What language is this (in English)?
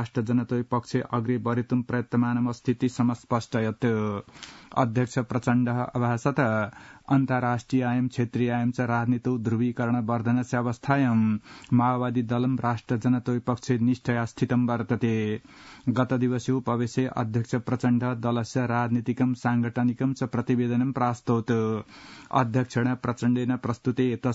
Sanskrit